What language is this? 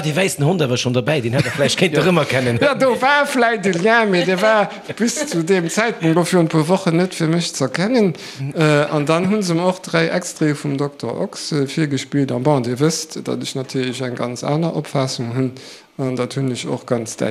Luxembourgish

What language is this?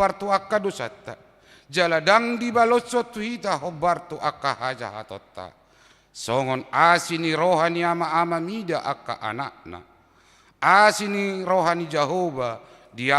Batak Toba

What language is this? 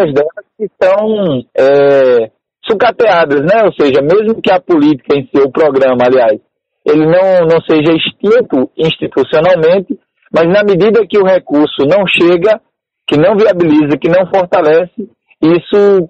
Portuguese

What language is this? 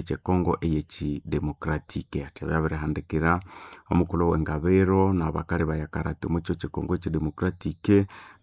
Nande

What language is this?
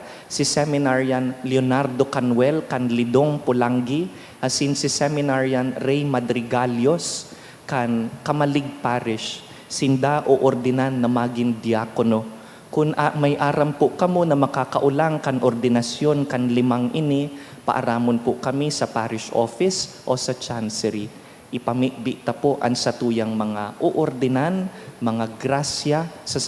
Bikol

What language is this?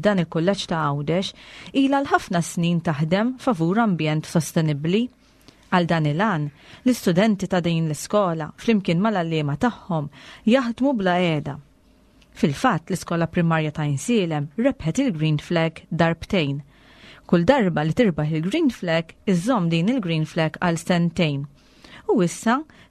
Maltese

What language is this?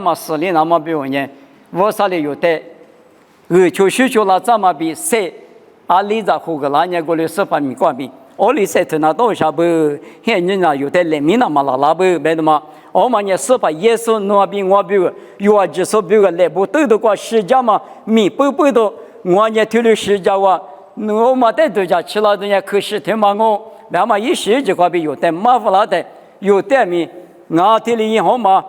Lisu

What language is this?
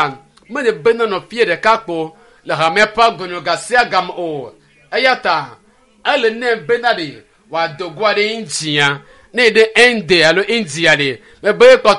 Ewe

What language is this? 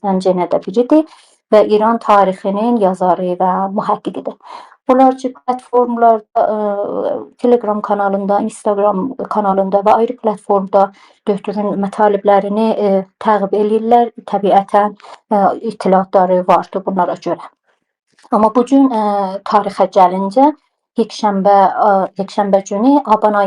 South Azerbaijani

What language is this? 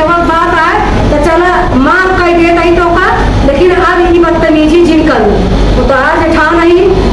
Awadhi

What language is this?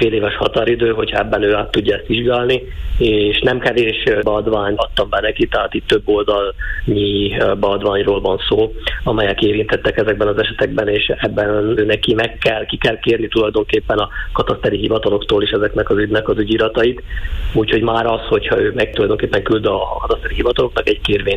Hungarian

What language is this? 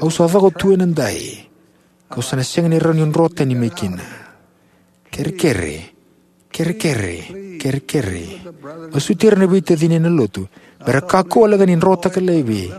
Fijian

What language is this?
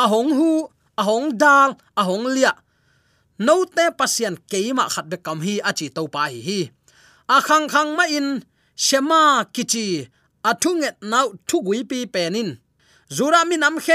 Tedim Chin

